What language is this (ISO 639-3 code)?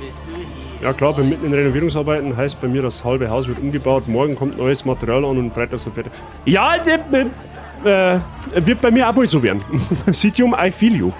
bar